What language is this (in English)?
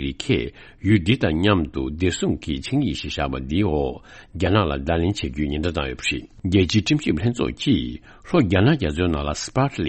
Tibetan